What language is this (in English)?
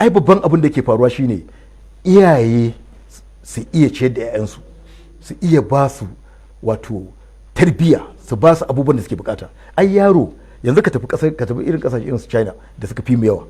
Hausa